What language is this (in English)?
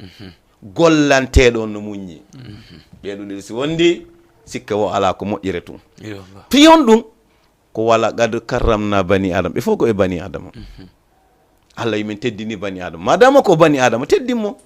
Fula